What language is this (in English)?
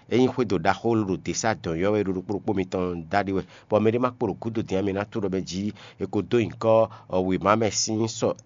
Fon